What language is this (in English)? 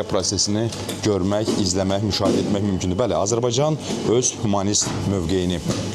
Azerbaijani